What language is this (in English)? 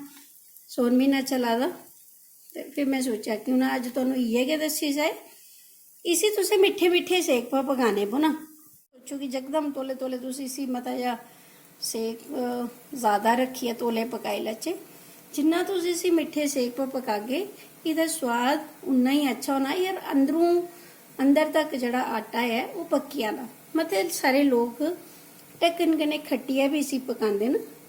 Dogri